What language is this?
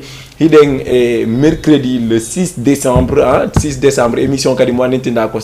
Fula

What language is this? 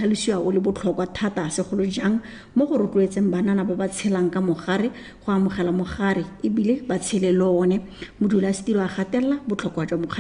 Tswana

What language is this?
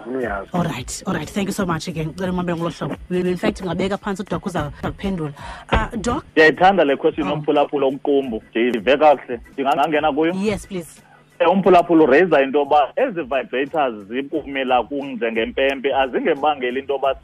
Xhosa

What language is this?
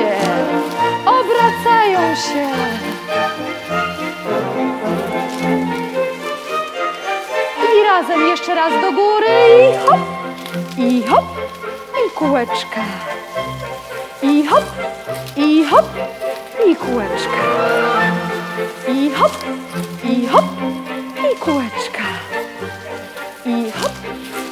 Polish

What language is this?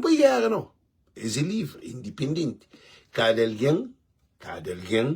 Kabuverdianu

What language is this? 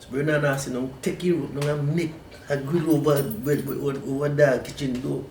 Jamaican Creole English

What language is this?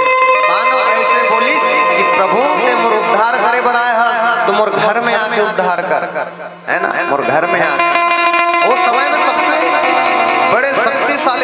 Chhattisgarhi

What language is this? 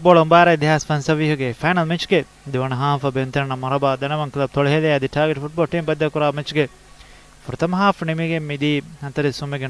Divehi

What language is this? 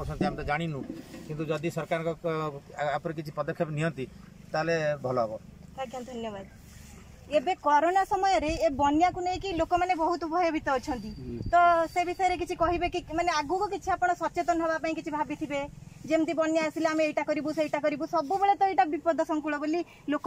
Odia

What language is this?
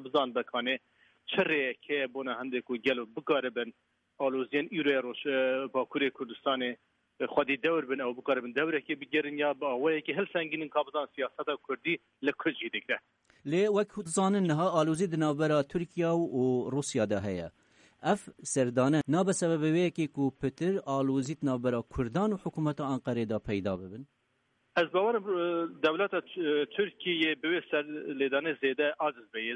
Kurdish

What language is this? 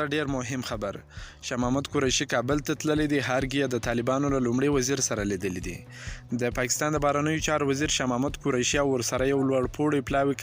Pashto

